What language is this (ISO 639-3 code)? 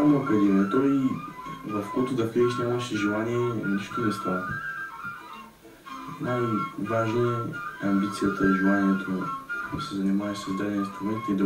bul